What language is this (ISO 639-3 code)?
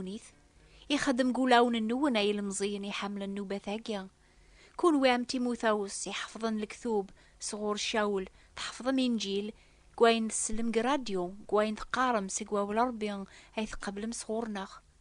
kab